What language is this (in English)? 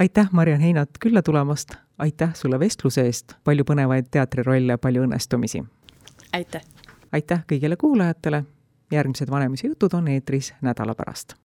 Estonian